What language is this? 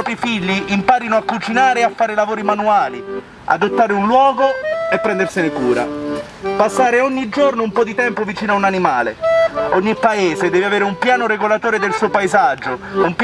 Italian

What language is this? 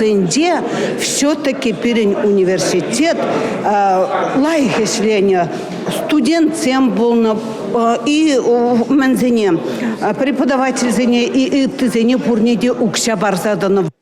Chuvash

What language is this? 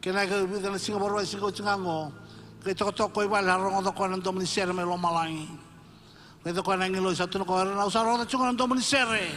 Fijian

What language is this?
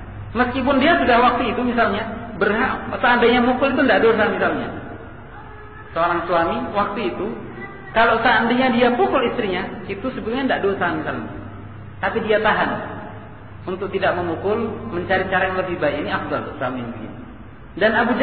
Indonesian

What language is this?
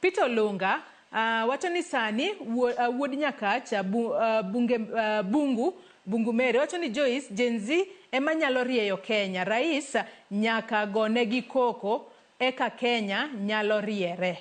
Luo (Kenya and Tanzania)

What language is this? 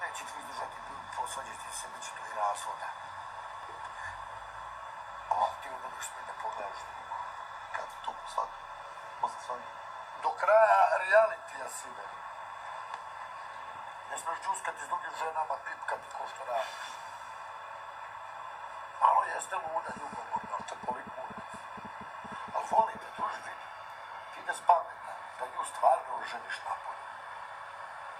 Serbian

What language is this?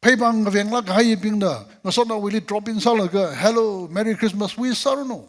Tangkhul Naga (India)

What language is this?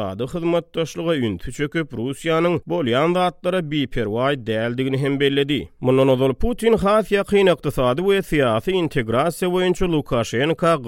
Turkmen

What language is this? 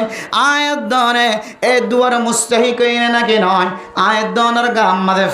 Rohingya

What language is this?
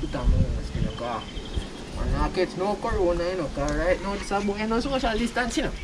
Jamaican Creole English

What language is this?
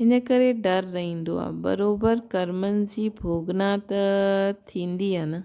Sindhi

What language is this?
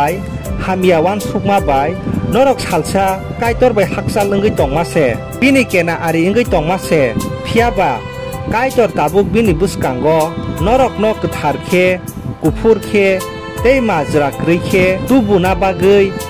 Kok Borok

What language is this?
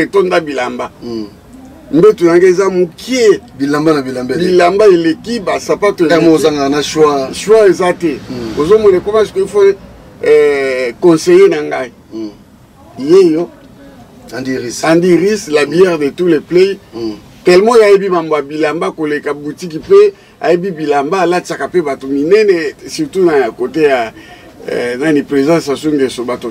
Lingala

